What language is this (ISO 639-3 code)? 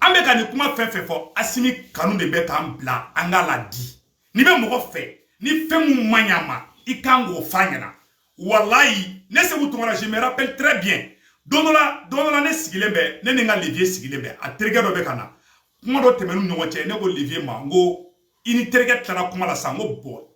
bam